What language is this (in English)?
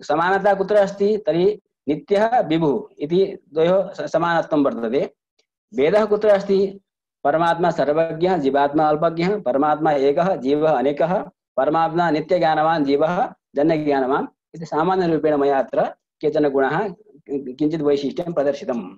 Sanskrit